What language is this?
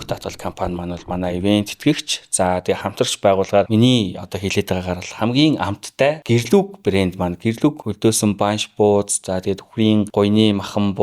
Mongolian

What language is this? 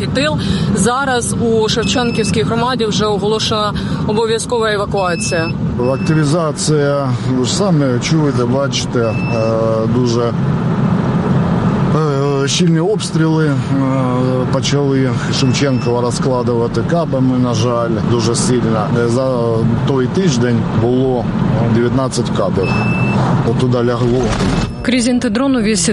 Ukrainian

